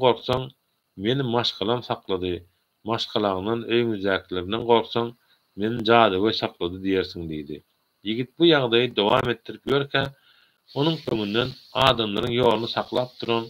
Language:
Turkmen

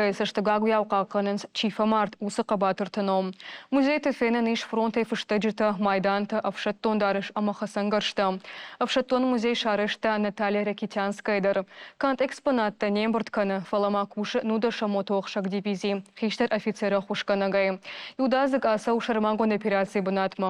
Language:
Ossetic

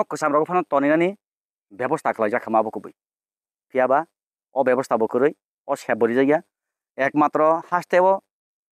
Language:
Kok Borok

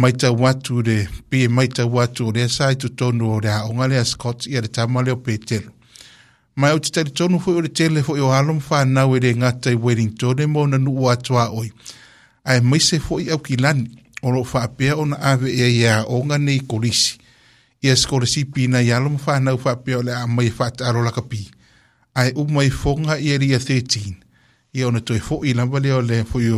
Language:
Samoan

